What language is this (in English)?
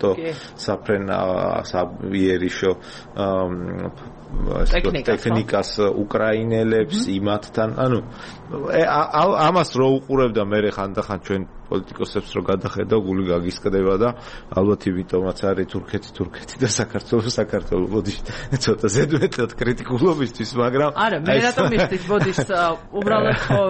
Georgian